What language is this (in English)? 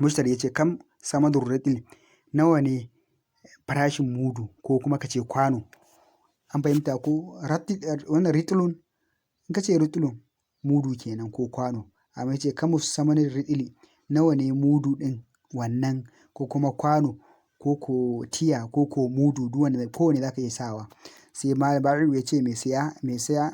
Hausa